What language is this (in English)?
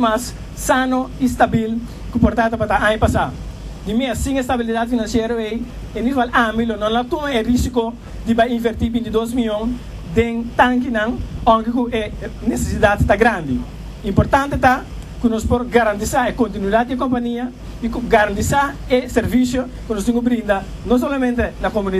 Papiamento